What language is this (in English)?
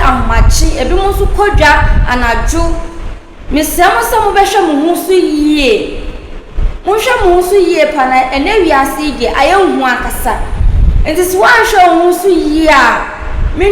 Akan